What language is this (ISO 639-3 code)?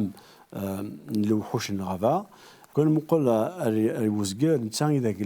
kab